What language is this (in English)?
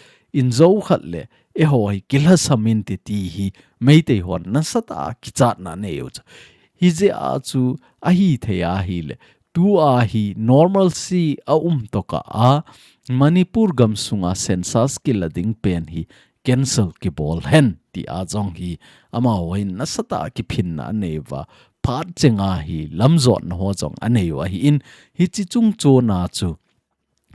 Thado Chin